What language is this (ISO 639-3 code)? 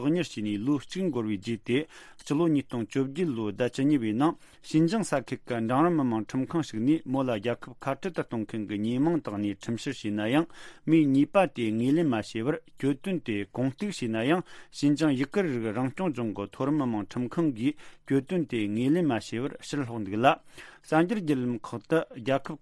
bod